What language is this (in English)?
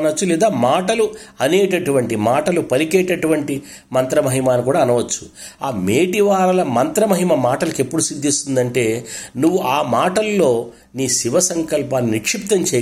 Telugu